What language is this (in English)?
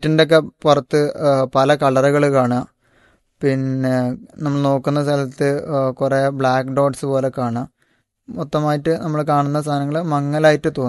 Malayalam